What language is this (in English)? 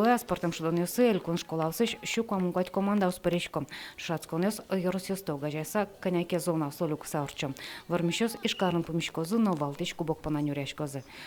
Udmurt